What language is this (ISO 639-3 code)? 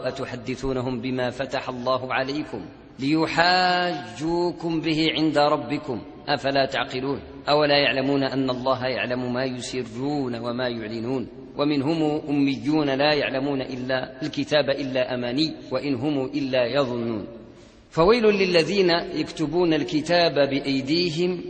ara